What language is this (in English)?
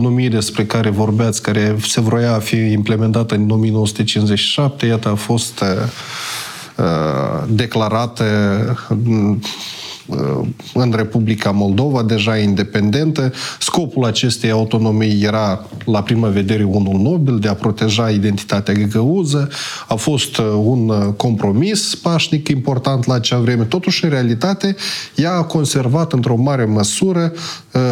Romanian